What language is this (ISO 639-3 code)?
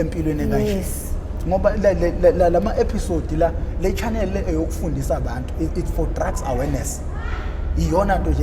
zul